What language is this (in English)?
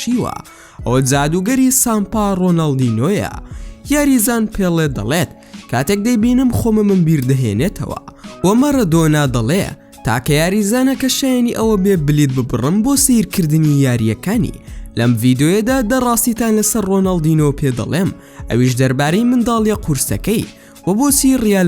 Central Kurdish